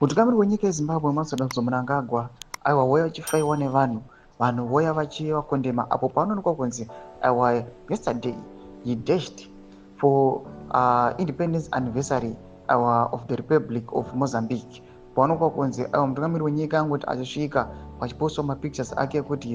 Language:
Shona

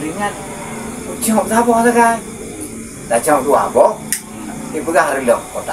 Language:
Achinese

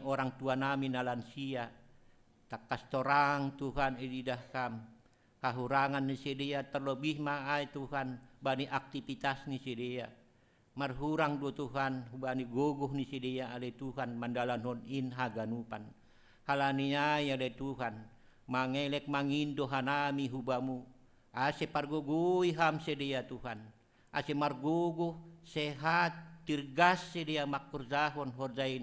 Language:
Batak Simalungun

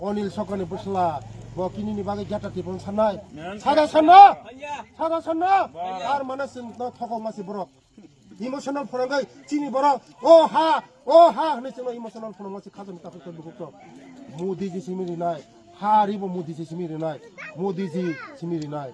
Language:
Kok Borok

